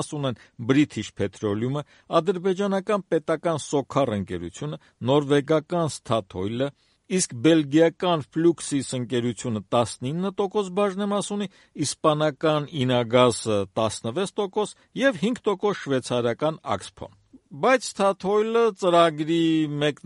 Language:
Armenian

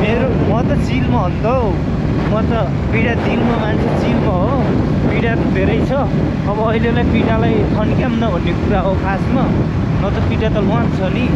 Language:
Nepali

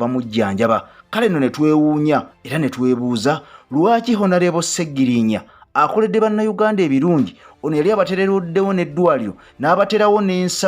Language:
Ganda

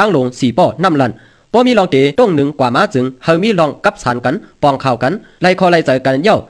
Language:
Shan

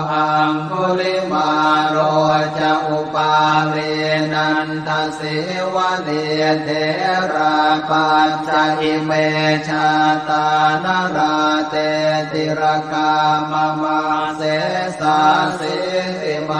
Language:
Pali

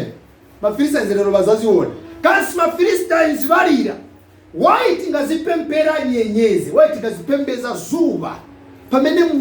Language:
Nyanja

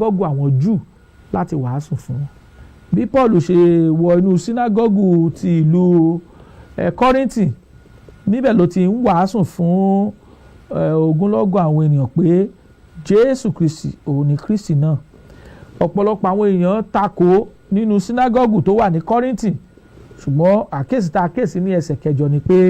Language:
Yoruba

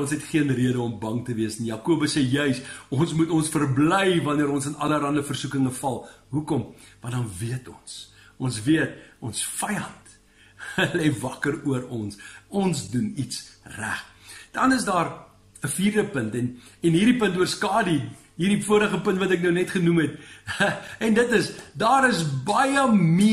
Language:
Afrikaans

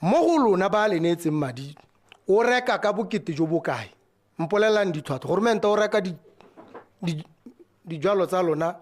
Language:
Tswana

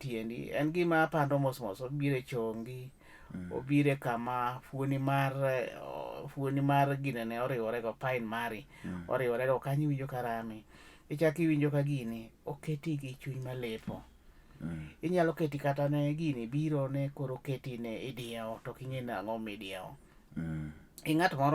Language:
Luo (Kenya and Tanzania)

